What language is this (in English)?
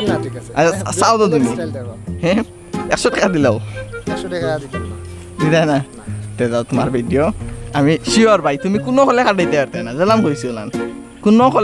Sylheti